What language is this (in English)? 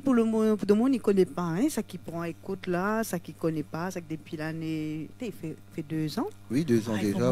Réunion Creole French